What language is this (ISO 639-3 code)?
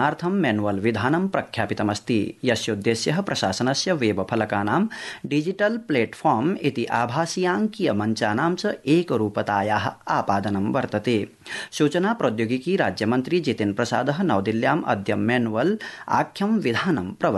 san